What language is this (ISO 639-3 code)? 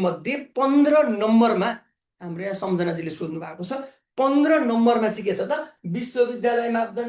nep